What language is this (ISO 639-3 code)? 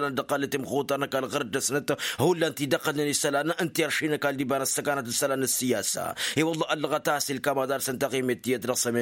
taq